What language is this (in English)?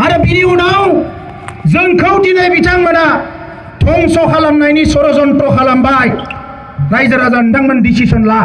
Bodo